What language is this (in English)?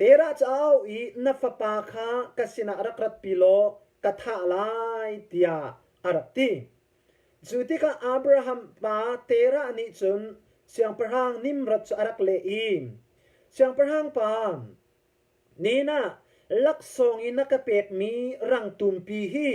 Hakha Chin